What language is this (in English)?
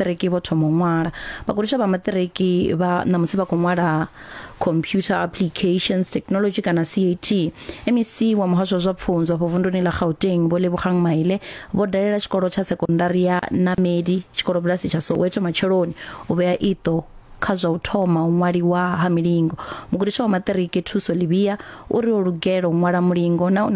Venda